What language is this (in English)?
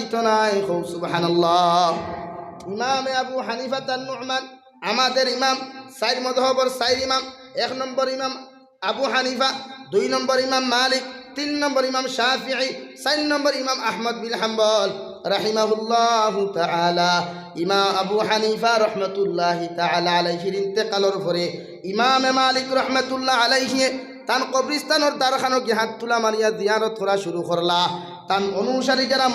Sylheti